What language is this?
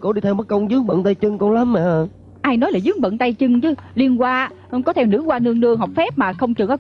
Vietnamese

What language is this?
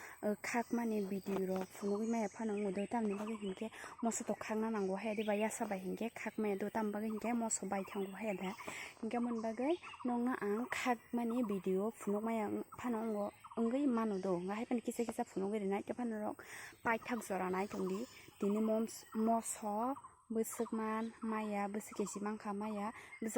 Kok Borok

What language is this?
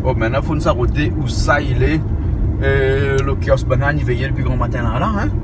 Réunion Creole French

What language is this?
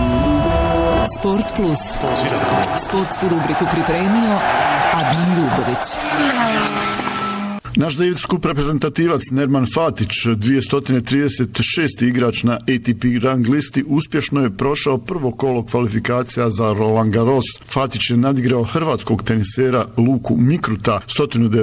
Bosnian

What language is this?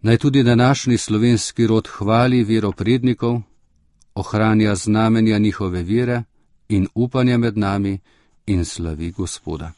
Slovenian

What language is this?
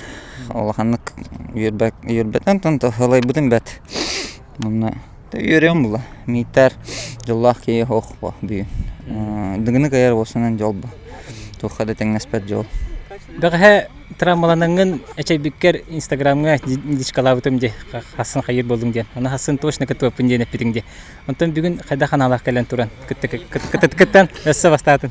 Yakut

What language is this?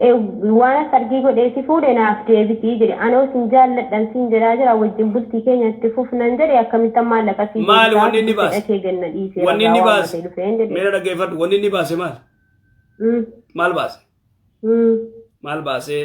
Oromo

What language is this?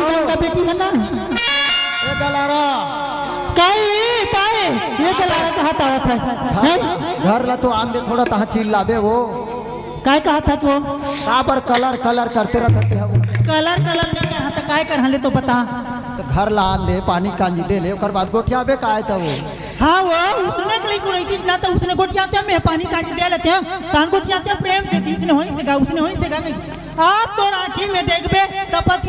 Chhattisgarhi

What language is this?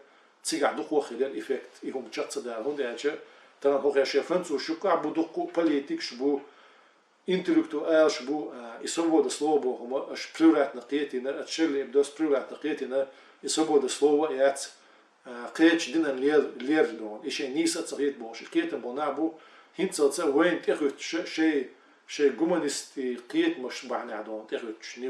Chechen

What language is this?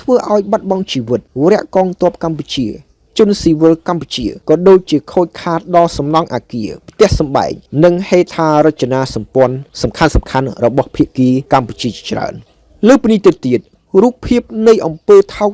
Khmer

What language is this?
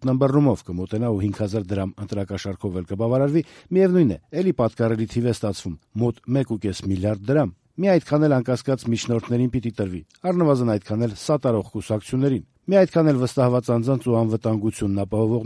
Armenian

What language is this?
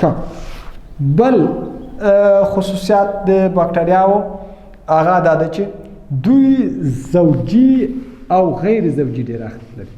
Pashto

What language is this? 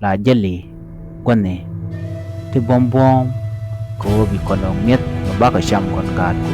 Nuer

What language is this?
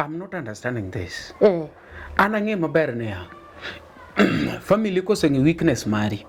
Luo (Kenya and Tanzania)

